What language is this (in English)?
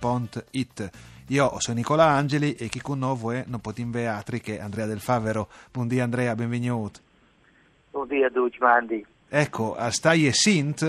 Friulian